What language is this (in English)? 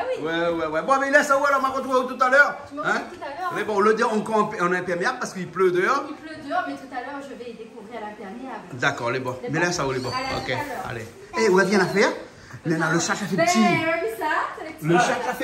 Réunion Creole French